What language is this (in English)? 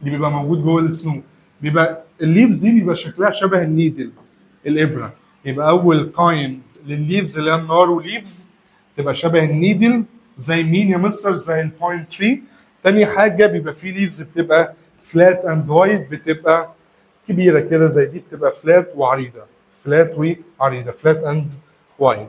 Egyptian Arabic